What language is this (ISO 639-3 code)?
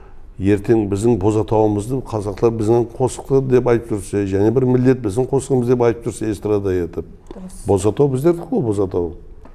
kaa